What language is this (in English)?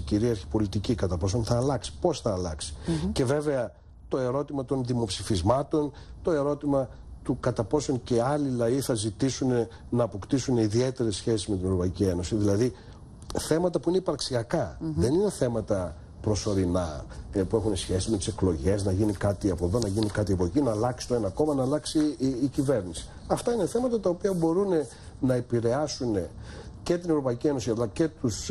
Greek